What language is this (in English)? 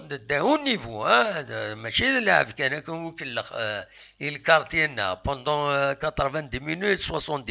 Kabyle